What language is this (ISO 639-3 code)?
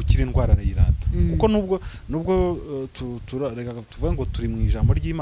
kin